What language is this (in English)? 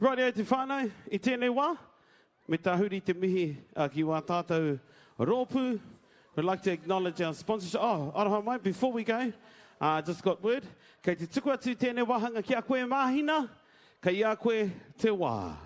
Māori